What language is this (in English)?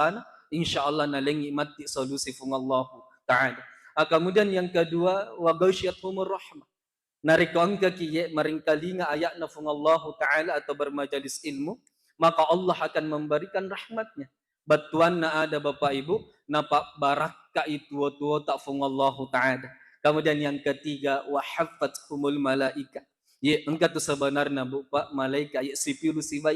Buginese